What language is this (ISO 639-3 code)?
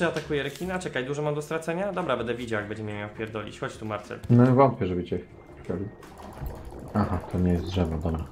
pol